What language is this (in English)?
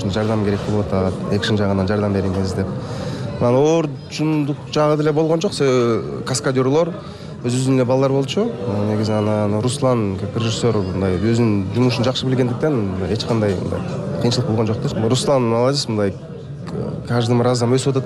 Kyrgyz